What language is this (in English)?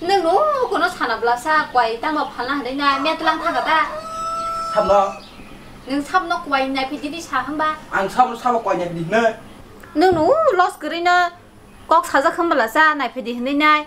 Kok Borok